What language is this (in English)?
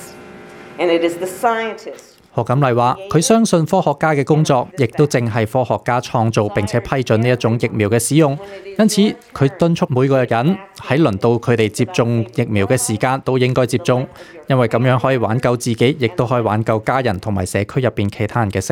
Cantonese